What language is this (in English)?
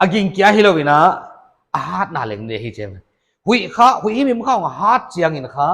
Paite Chin